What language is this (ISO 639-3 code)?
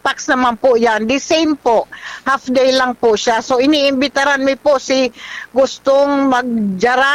bik